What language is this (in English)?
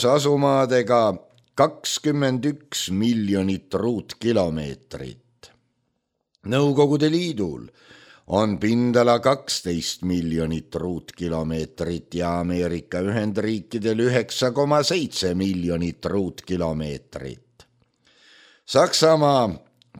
Estonian